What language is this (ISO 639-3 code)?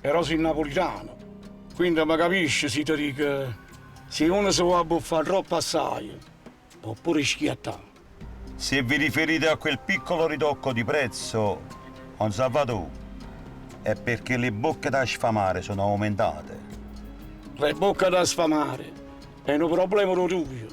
nap